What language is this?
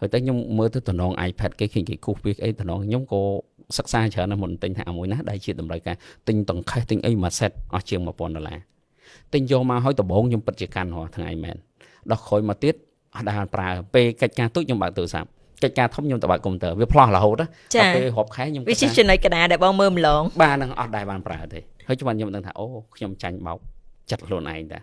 Khmer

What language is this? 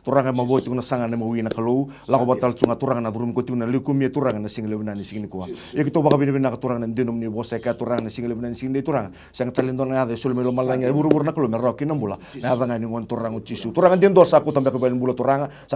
Fijian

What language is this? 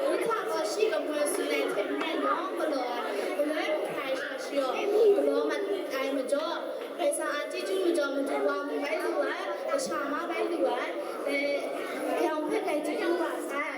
Kachin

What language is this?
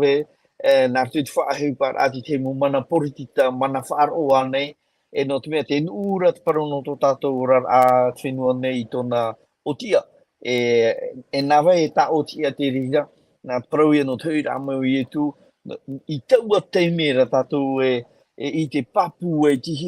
Tahitian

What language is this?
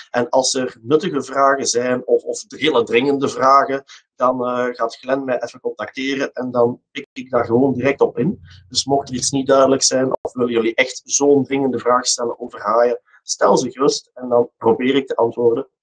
Dutch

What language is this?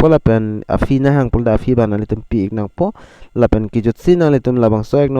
Karbi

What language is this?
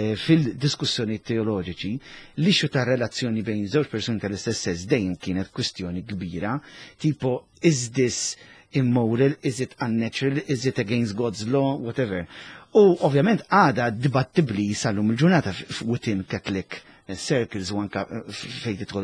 Maltese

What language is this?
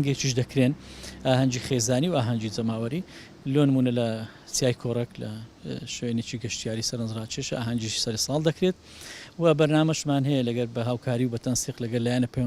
Central Kurdish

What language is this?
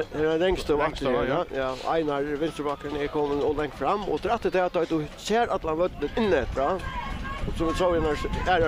Faroese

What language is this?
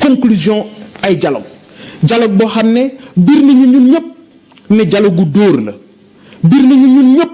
Wolof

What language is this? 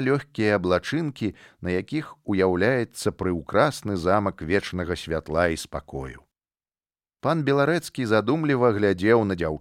Belarusian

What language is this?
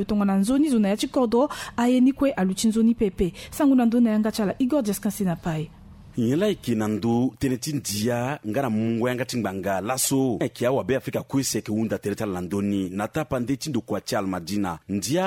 Sango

